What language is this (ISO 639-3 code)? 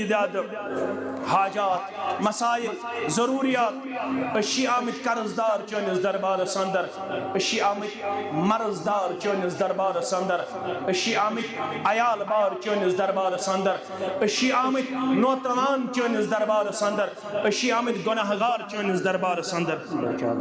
kas